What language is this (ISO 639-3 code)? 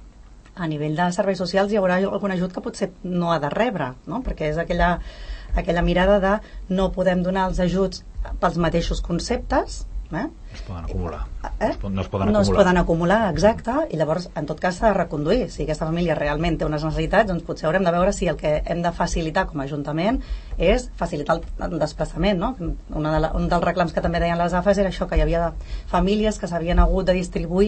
cat